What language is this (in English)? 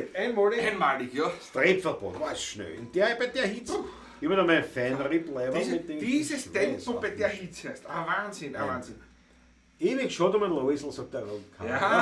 Bavarian